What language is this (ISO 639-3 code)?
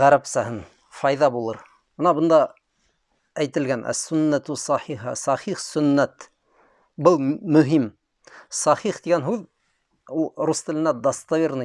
bak